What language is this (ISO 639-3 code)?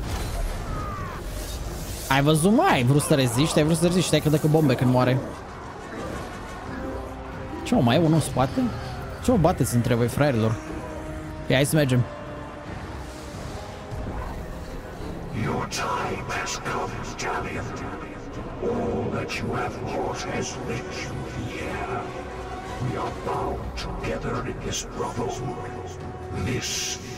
ron